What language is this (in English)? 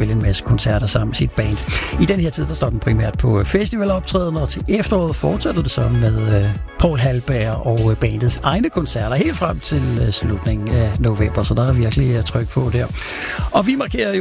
Danish